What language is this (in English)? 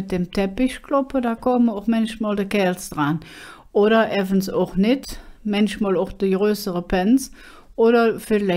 Colognian